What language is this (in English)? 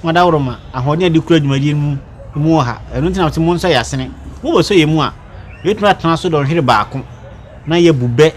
Akan